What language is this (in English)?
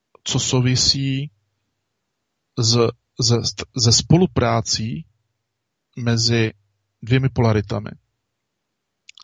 Czech